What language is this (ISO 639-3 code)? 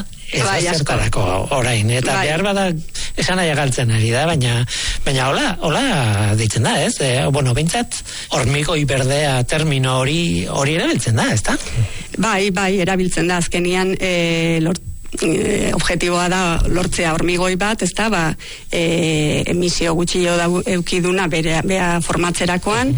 eus